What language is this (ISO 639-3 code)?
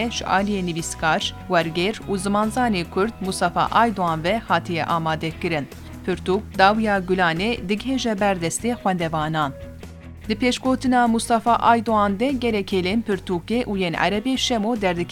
kur